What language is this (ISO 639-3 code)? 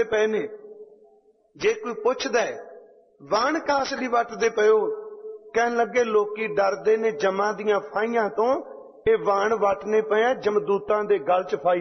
pan